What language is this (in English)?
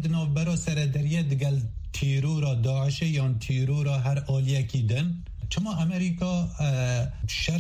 Kurdish